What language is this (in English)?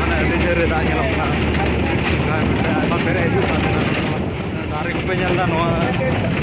Santali